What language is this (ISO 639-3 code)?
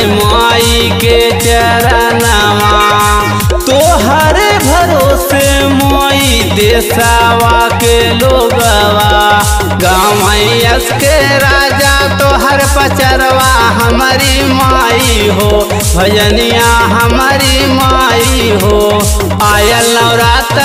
bho